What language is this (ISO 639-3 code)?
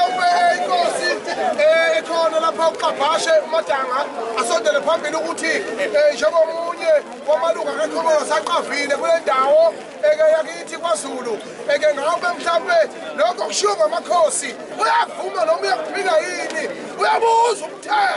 zul